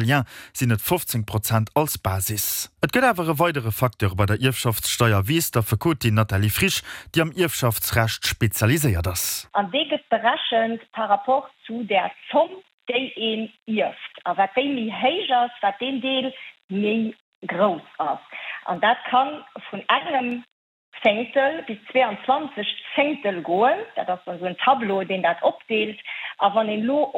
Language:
Luxembourgish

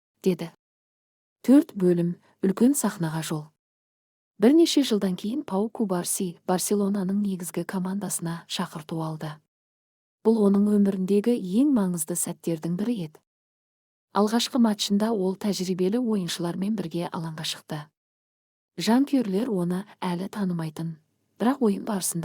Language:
Kazakh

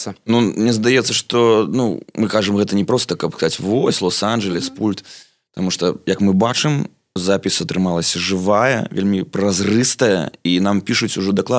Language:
Belarusian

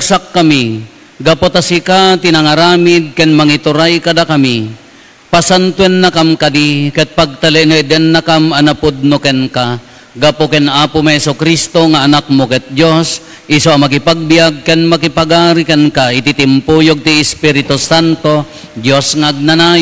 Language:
Iloko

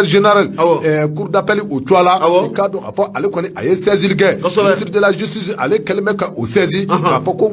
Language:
Bambara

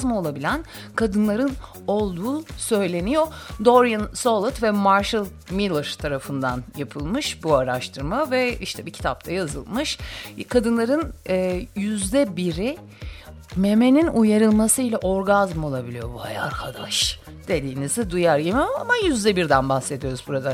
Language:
Turkish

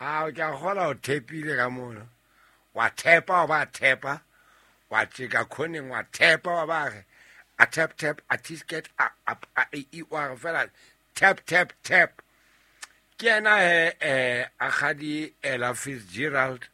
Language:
Southern Sotho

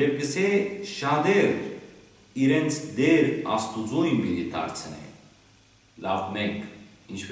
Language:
Western Armenian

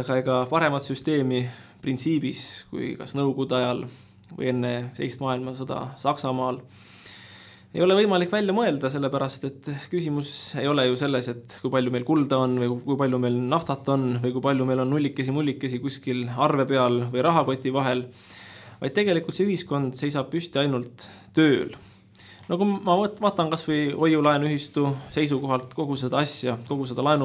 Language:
Estonian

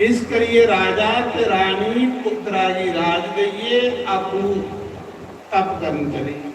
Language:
Dogri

